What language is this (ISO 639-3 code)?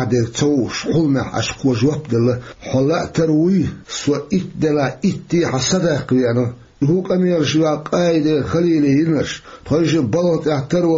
che